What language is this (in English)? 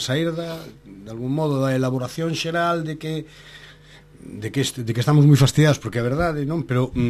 Galician